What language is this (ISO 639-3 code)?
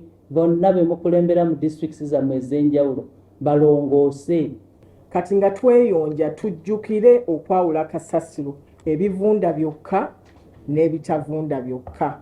lug